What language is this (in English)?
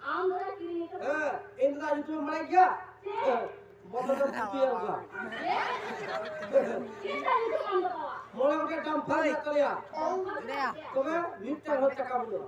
Santali